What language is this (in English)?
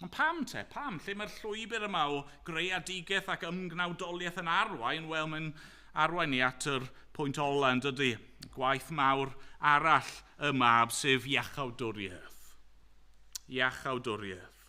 Welsh